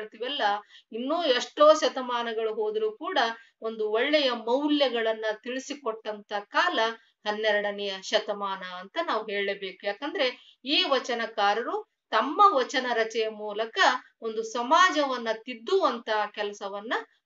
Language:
Kannada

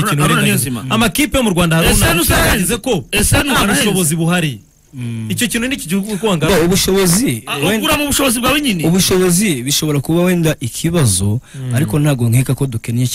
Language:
Kinyarwanda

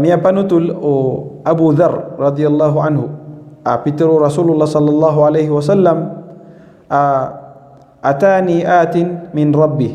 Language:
Maranao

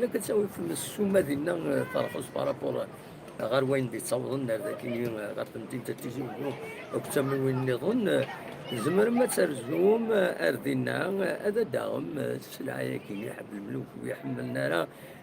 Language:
Kabyle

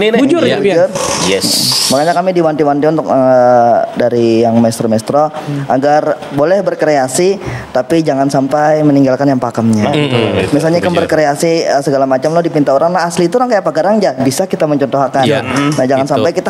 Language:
Banjar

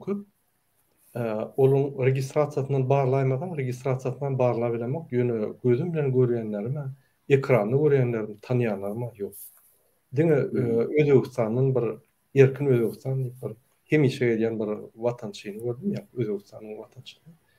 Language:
Turkmen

